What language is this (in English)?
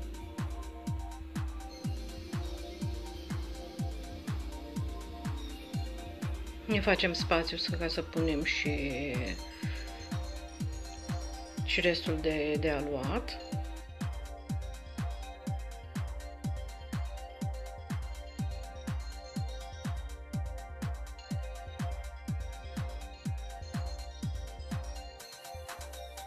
Romanian